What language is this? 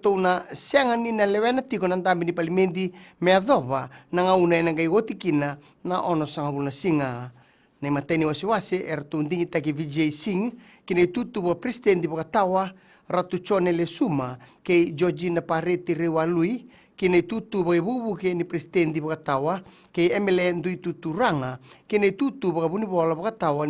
Fijian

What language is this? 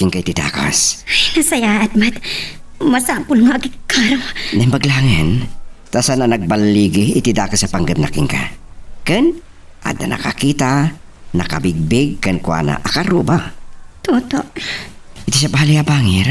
Iloko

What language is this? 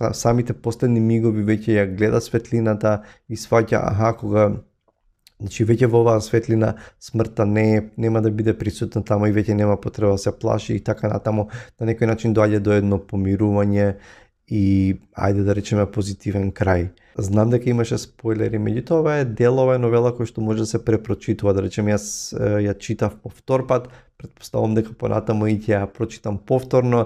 Macedonian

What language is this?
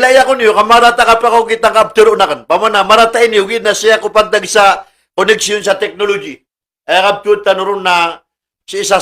Maranao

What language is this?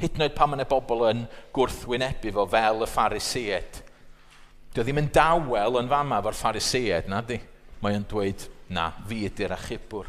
Welsh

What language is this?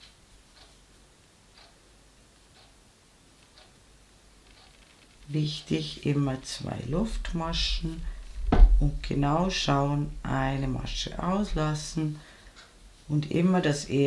German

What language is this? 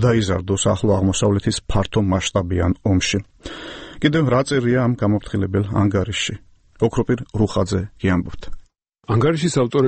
Georgian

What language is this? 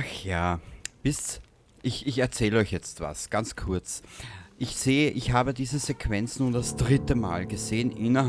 Bavarian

